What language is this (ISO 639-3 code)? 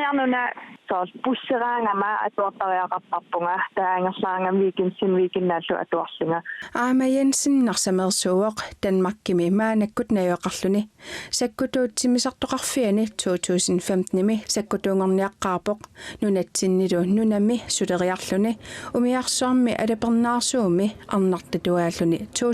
kal